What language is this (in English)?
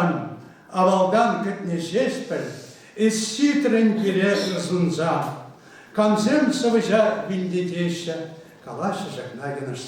Chuvash